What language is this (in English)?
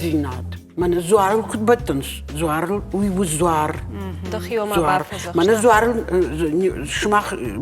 Ossetic